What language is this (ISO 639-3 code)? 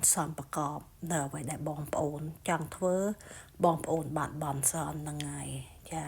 khm